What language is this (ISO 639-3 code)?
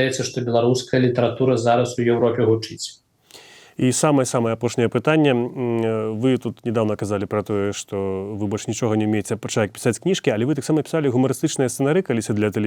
bel